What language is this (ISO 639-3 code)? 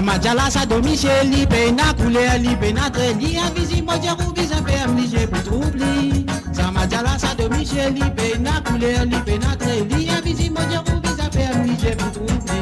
mfe